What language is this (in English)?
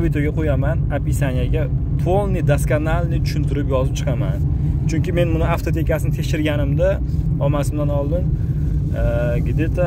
Uzbek